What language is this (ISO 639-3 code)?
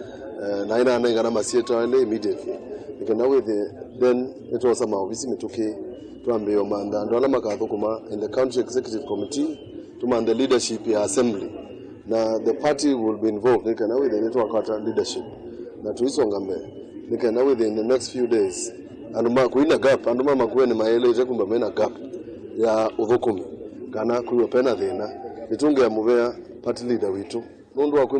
kam